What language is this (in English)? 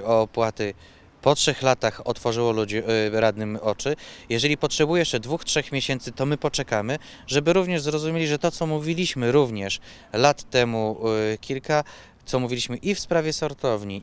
Polish